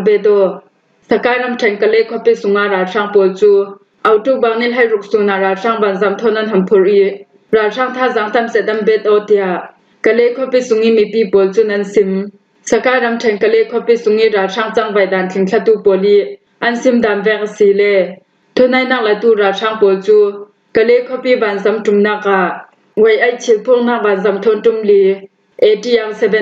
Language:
Falam Chin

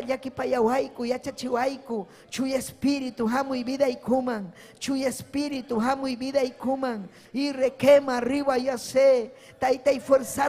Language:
Ayacucho Quechua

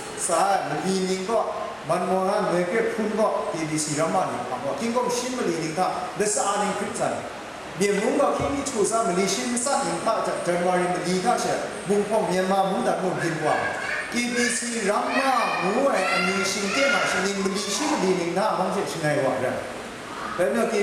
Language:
Kachin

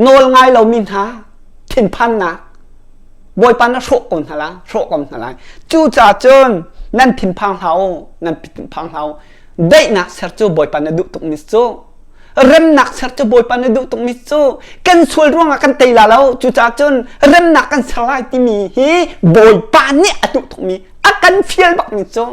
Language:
Hakha Chin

